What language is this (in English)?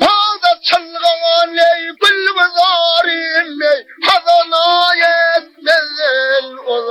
Turkmen